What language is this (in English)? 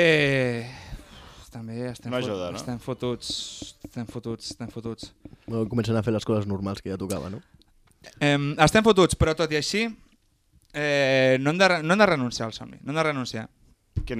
Catalan